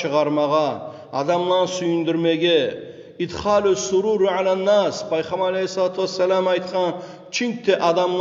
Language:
Kumyk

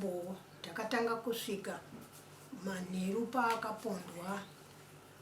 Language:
Shona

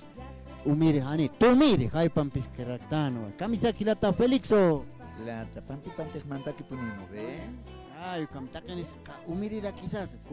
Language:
Aymara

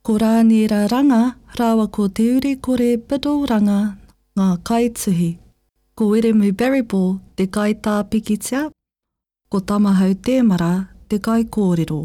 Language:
Māori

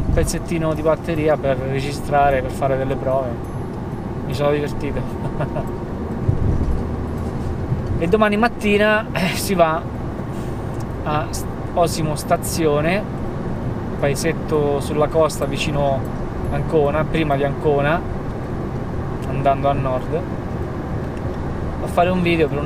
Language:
Italian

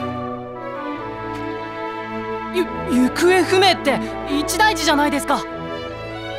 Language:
Japanese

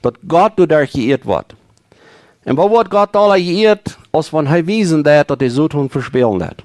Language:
Plautdietsch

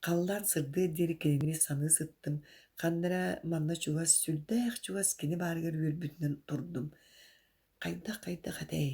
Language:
Yakut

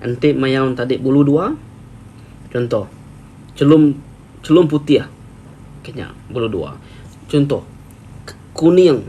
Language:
Iban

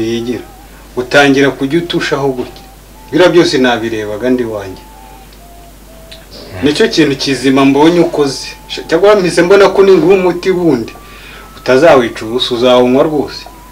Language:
Kinyarwanda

